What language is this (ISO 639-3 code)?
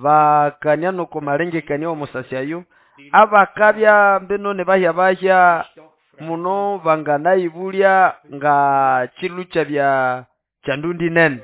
nnb